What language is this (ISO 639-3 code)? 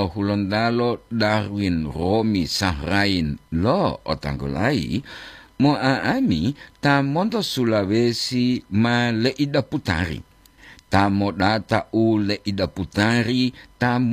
gor